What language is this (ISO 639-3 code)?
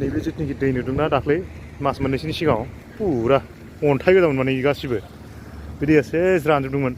brx